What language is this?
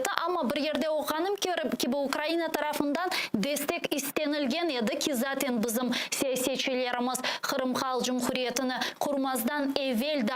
Crimean Tatar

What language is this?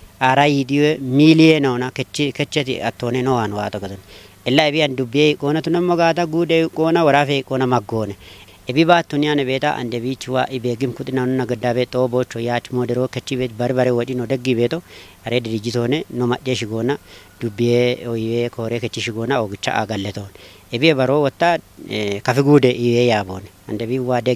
Kafa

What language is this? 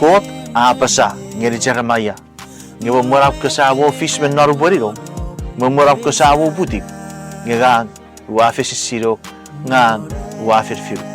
Chuukese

